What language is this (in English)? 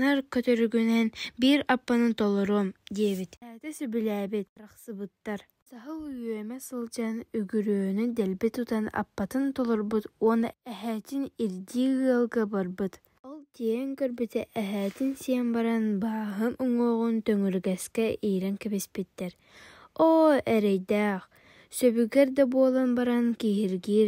Yakut